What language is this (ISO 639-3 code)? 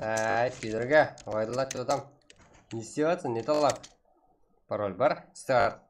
kaa